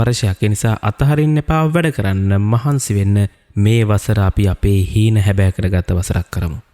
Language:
Sinhala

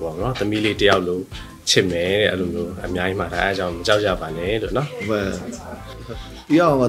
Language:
Burmese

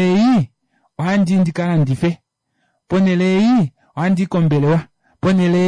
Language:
Kuanyama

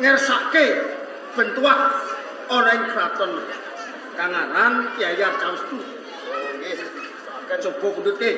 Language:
Javanese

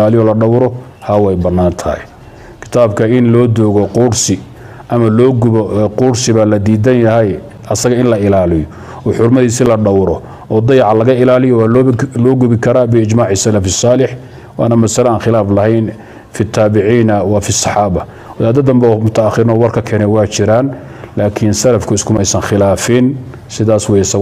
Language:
Somali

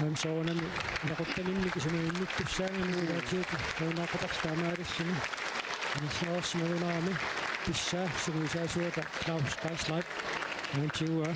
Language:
Kalaallisut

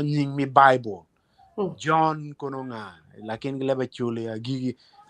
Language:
Acoli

